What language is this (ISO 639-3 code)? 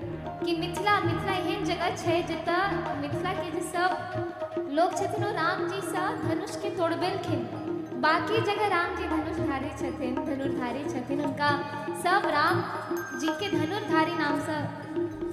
mai